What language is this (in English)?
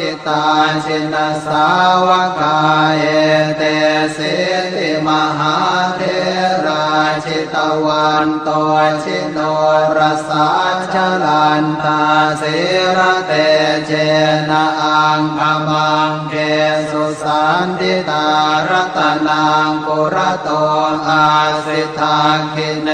Pali